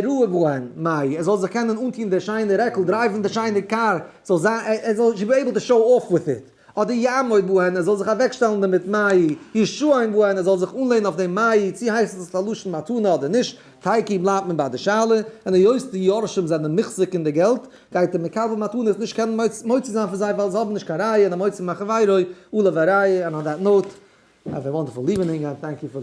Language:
Yiddish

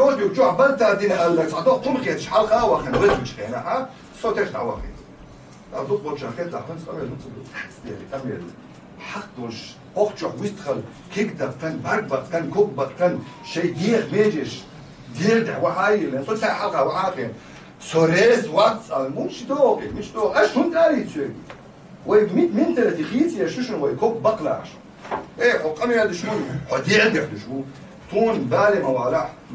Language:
Chechen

